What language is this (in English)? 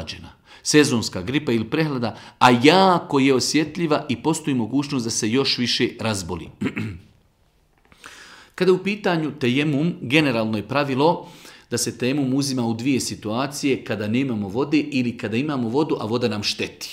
Bosnian